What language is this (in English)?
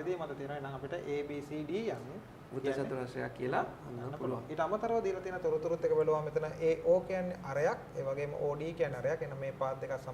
Sinhala